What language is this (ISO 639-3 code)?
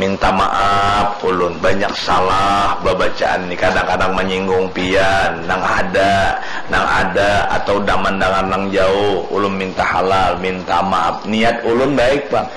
bjn